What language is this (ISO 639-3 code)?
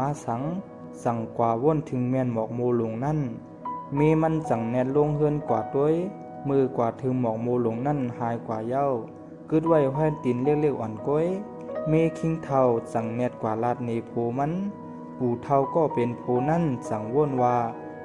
shn